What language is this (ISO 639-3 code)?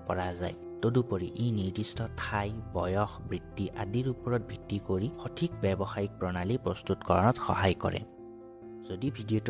asm